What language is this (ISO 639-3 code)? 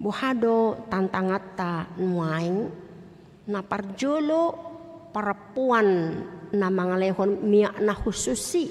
bbc